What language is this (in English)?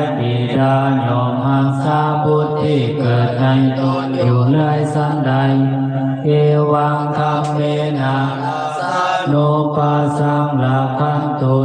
Pali